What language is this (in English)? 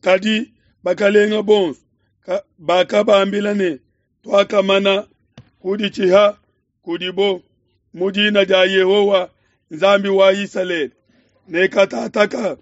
Luba-Lulua